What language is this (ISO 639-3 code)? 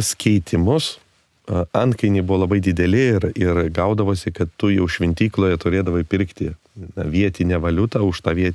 lit